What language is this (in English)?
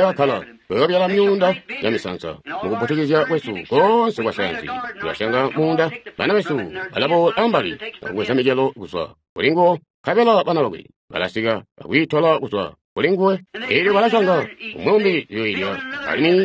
Tonga (Zambia)